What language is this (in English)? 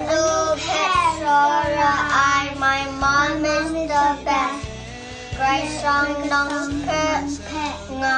Kachin